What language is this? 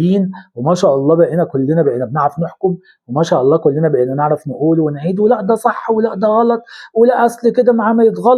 Egyptian Arabic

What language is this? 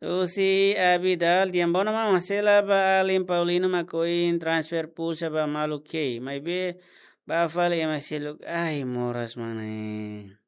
Tetum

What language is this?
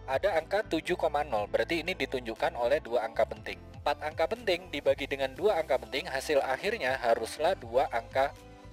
Indonesian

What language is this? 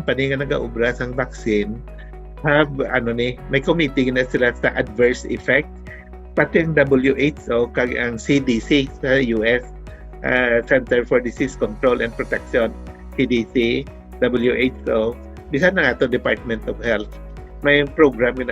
Hiligaynon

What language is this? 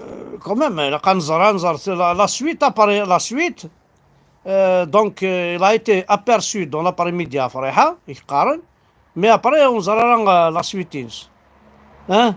Kabyle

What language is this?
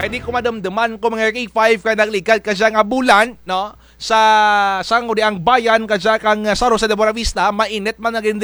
Kinaray-a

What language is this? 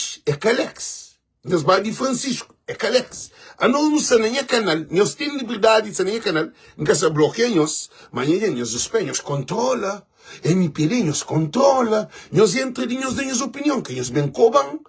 Kabuverdianu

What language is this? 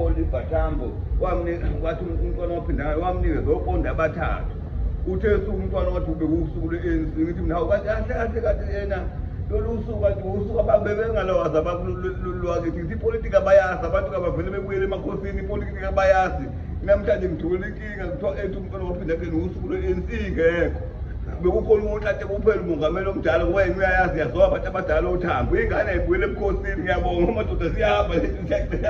Zulu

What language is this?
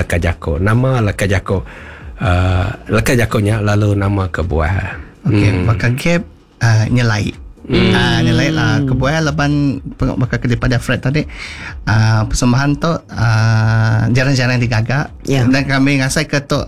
Iban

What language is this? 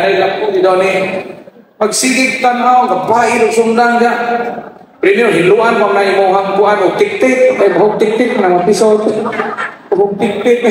Cebuano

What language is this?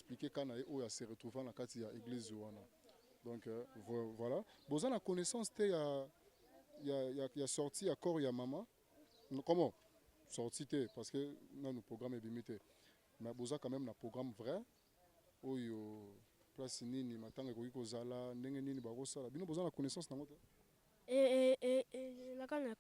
Lingala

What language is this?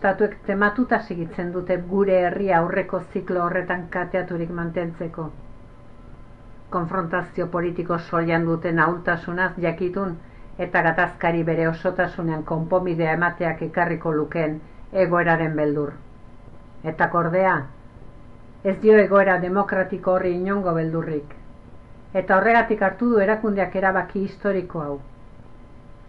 Basque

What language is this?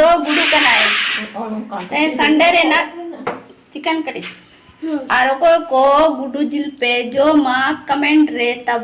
Santali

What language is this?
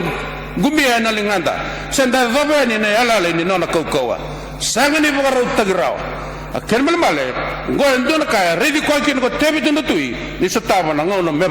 Fijian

